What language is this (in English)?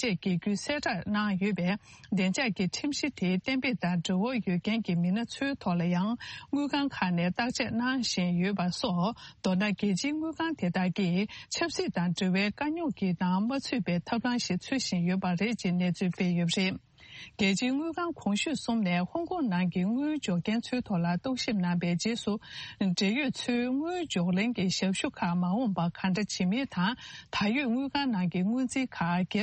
Tibetan